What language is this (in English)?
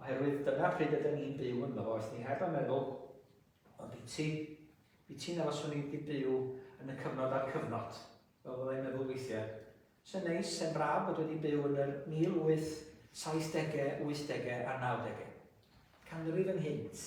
Welsh